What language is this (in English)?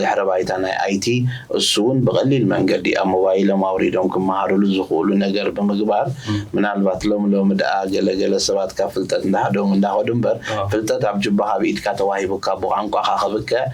Tigrinya